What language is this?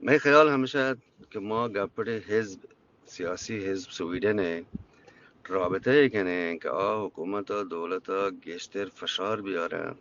Eastern Balochi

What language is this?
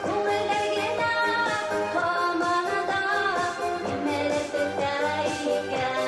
Bashkir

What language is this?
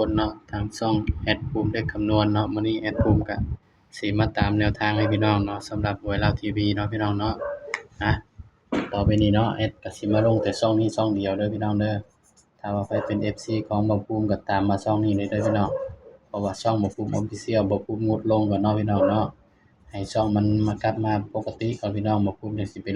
Northeastern Thai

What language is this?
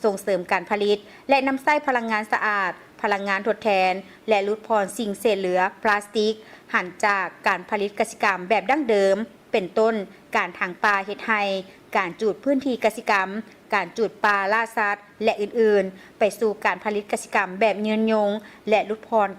Lao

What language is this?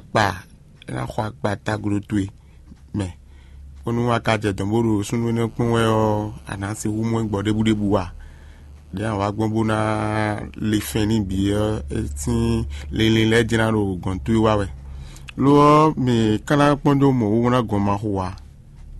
Fon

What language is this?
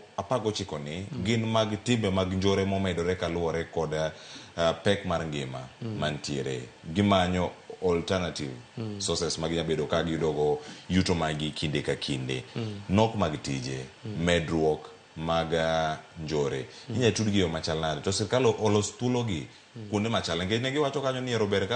Luo (Kenya and Tanzania)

